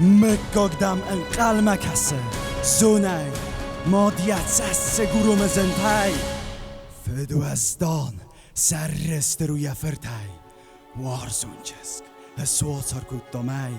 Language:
Ossetic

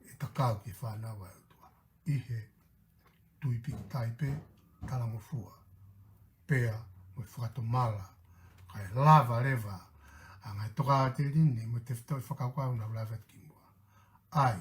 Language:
Tongan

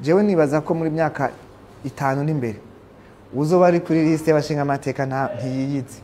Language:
Rundi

